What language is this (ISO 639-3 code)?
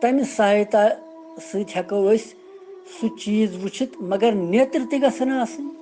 kas